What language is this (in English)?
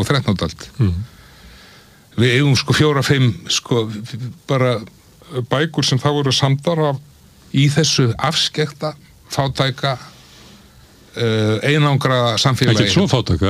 Icelandic